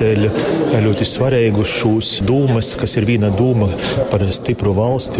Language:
Latgalian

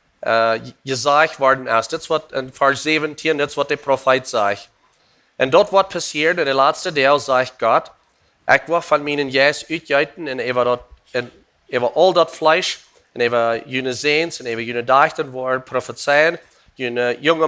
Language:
Plautdietsch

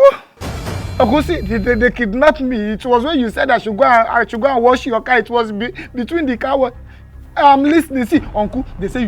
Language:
Nigerian Pidgin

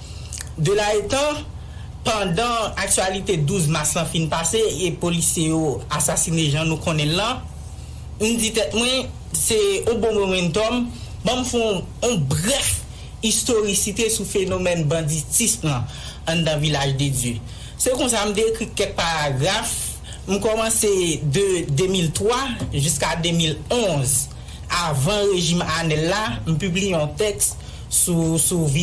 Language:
Haitian Creole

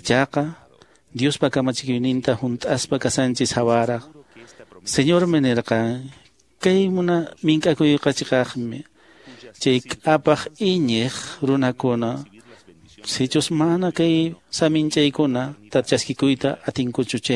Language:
Quechua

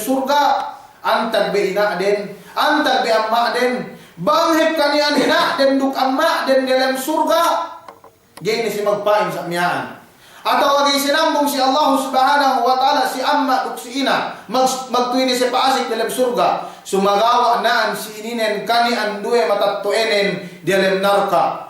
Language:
Yakan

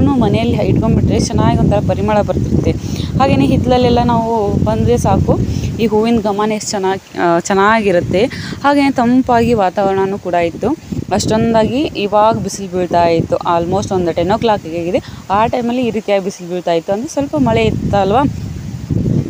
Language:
Kannada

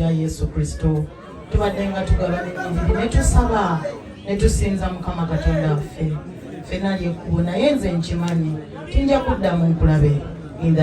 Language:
Ganda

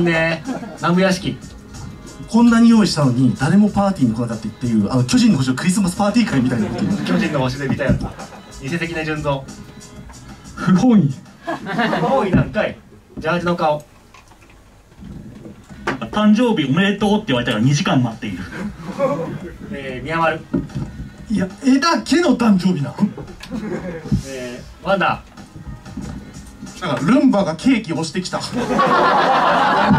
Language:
Japanese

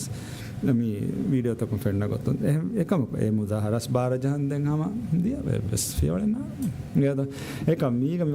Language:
Divehi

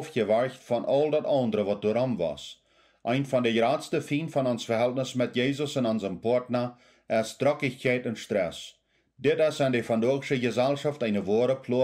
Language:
Plautdietsch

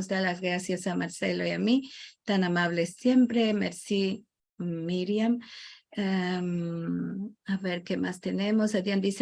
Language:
Ladino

